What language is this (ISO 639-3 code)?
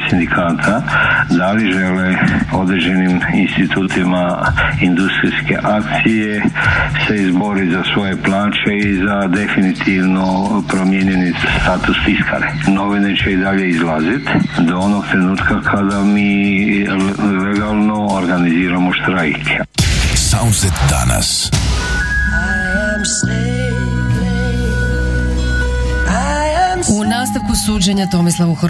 hrv